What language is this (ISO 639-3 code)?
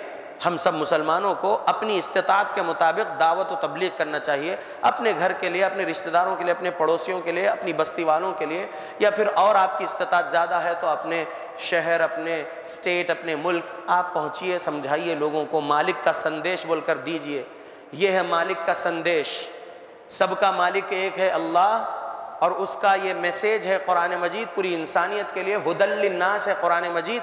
urd